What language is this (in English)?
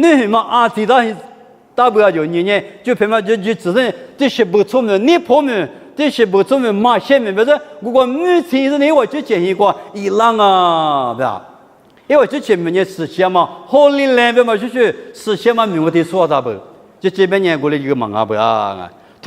Lisu